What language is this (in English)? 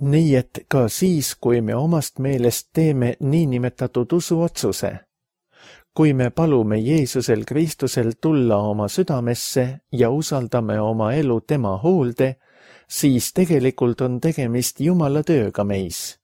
Estonian